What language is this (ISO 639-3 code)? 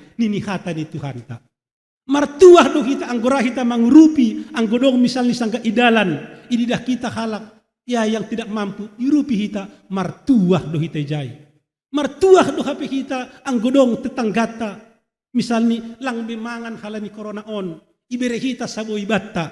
bts